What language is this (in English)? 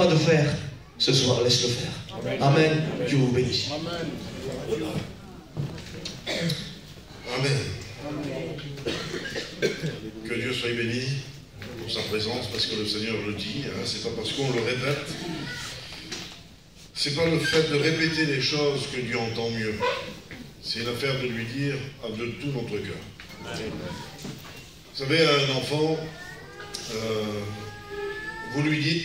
French